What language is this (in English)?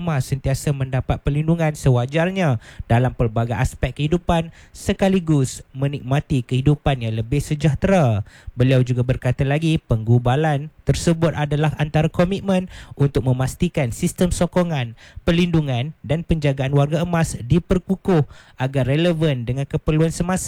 Malay